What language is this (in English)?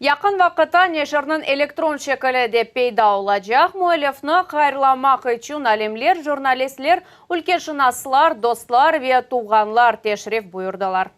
Crimean Tatar